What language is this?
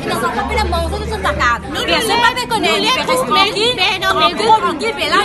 Morisyen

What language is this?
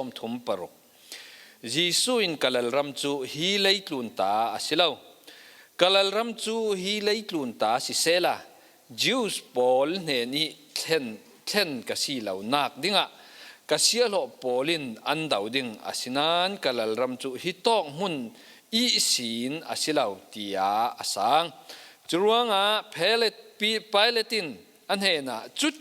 Falam Chin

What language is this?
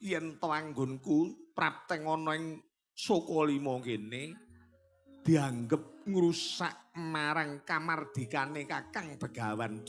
Javanese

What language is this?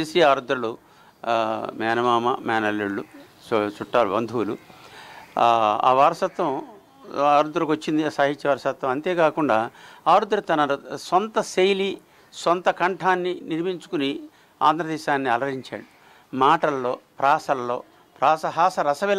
Telugu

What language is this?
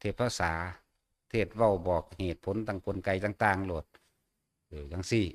Northeastern Thai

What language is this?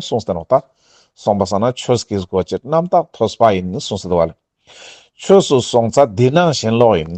Ladakhi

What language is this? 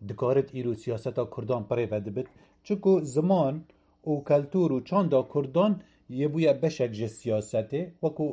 Kurdish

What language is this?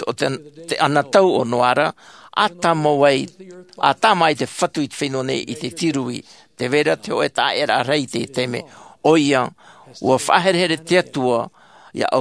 Tahitian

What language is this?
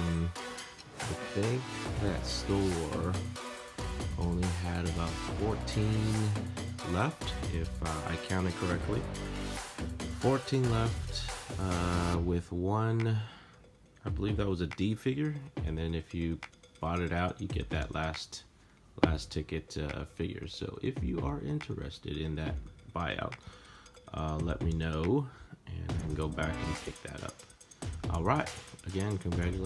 English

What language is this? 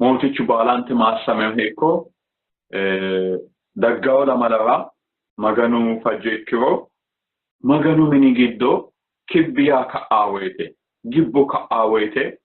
Sidamo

